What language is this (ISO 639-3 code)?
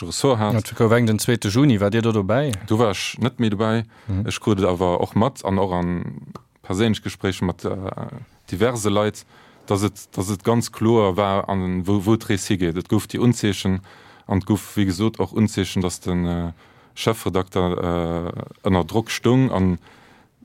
ltz